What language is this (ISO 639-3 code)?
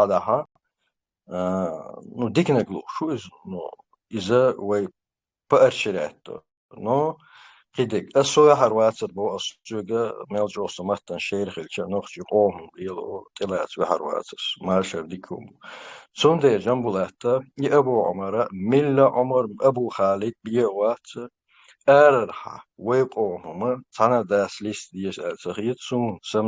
che